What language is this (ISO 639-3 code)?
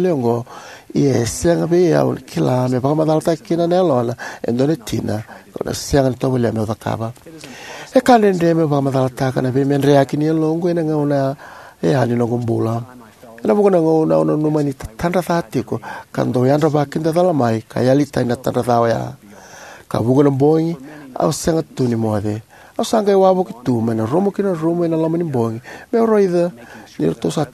fij